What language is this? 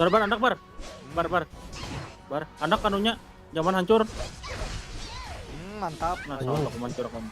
Banjar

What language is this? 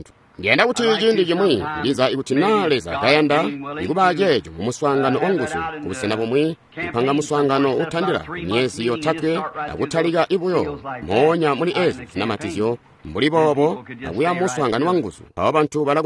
Tonga (Zambia)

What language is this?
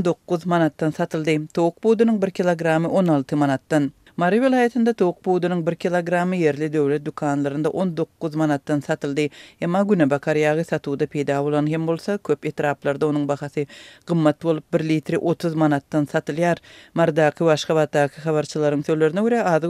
Turkmen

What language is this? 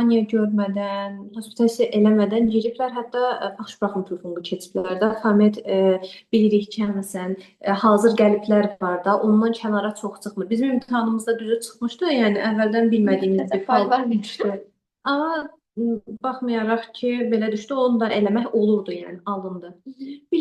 Azerbaijani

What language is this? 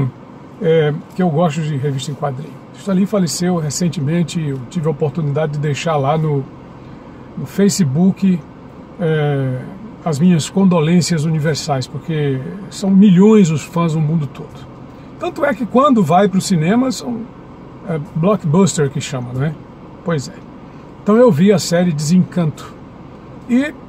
Portuguese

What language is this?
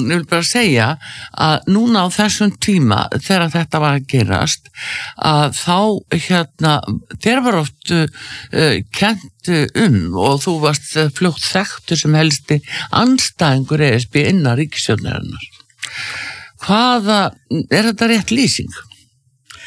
Icelandic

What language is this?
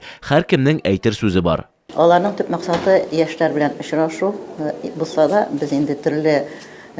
Tatar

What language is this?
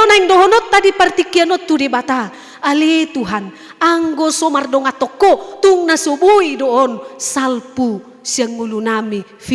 Batak Toba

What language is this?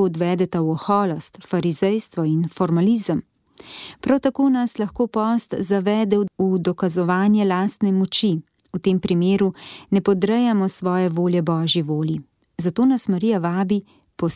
Slovenian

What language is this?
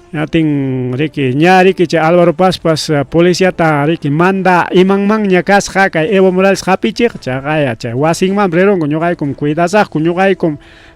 Ayacucho Quechua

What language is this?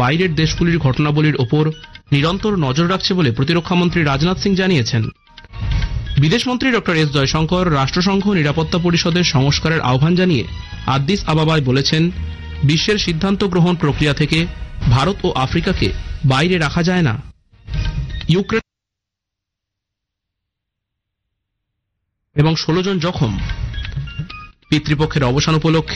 Bangla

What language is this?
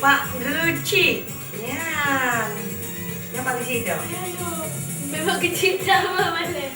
Achinese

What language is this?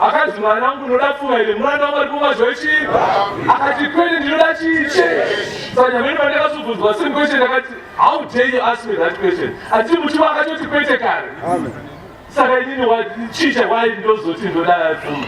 Shona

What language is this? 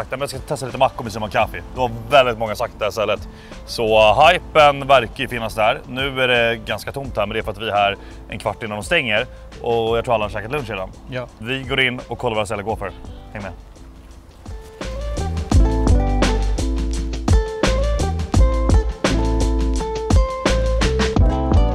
Swedish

